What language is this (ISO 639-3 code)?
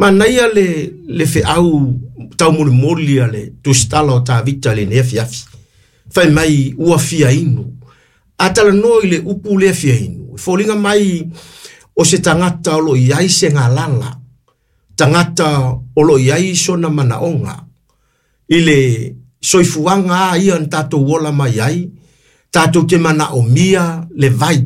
smo